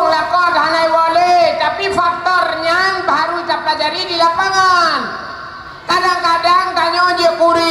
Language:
Achinese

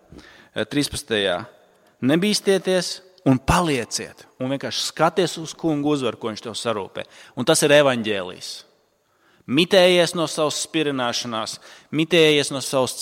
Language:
Latvian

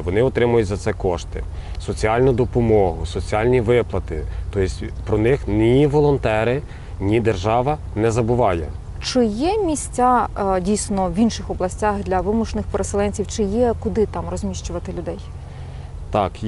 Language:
Ukrainian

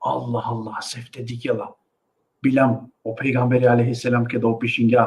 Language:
Balkan Romani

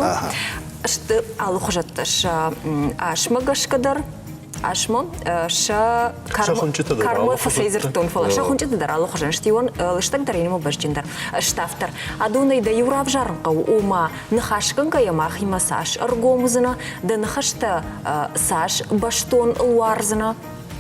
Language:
Ossetic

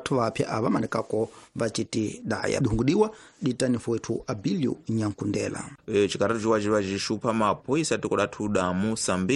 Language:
Tsonga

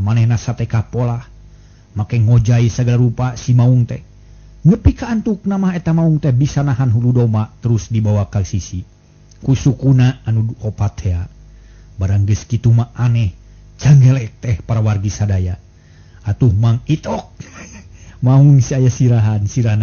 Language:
Sundanese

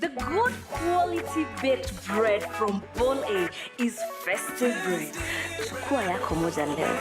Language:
Kamba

